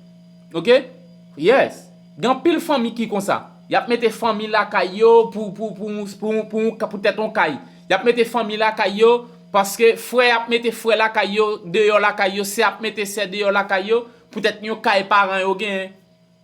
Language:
Haitian Creole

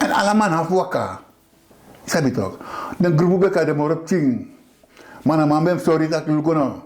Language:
Sranan Tongo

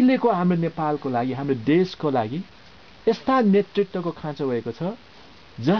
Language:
Nepali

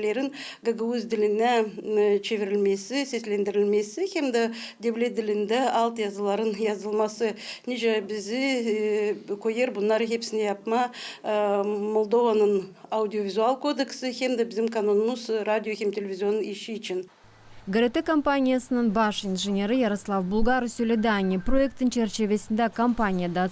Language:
Gagauz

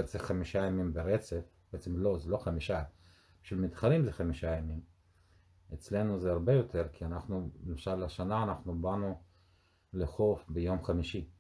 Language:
Hebrew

